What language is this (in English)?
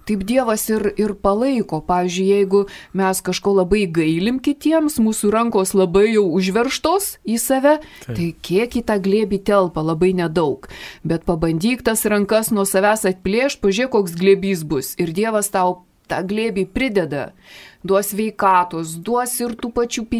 Lithuanian